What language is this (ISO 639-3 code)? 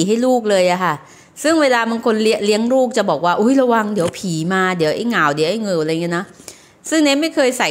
tha